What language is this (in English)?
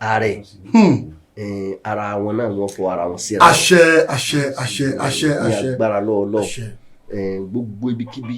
Yoruba